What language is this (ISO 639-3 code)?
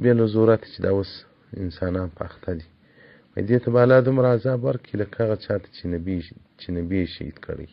pus